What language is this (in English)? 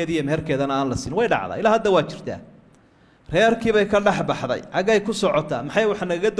Somali